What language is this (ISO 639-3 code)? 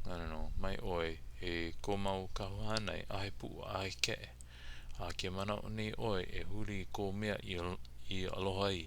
haw